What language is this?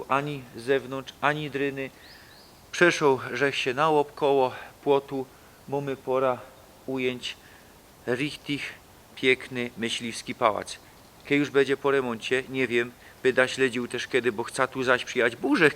Silesian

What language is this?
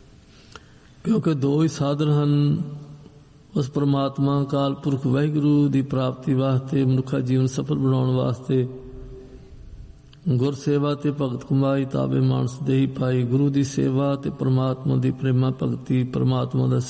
Punjabi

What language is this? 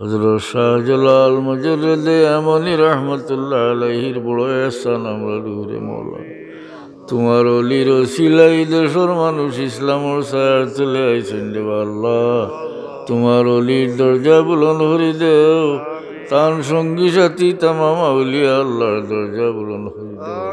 Sylheti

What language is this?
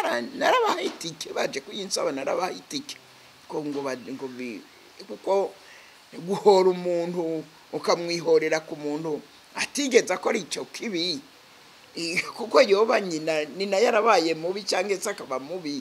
Rundi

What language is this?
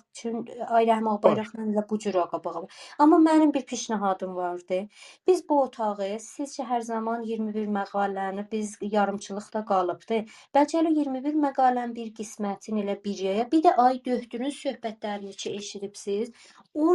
South Azerbaijani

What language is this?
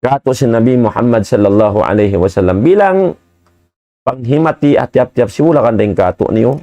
Tausug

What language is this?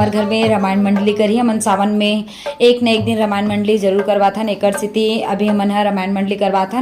Chhattisgarhi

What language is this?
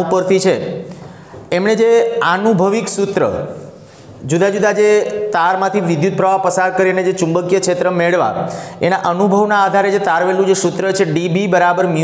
Gujarati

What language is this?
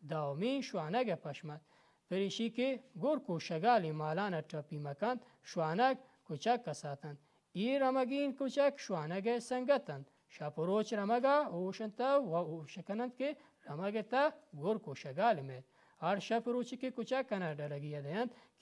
Baluchi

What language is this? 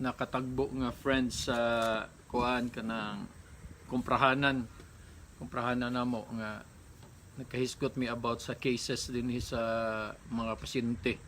Cebuano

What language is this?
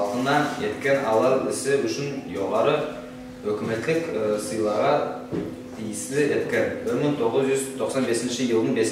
Nogai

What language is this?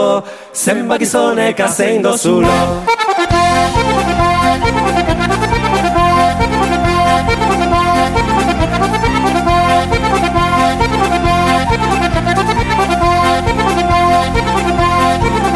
Basque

